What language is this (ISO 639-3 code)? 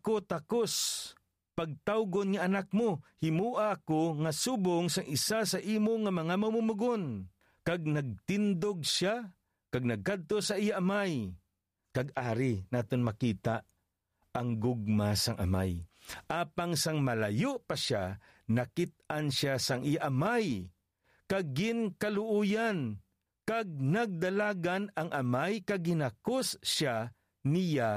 hil